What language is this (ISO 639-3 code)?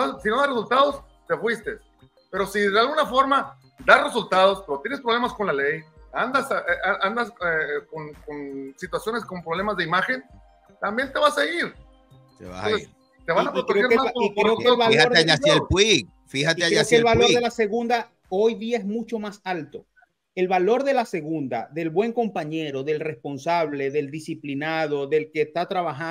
spa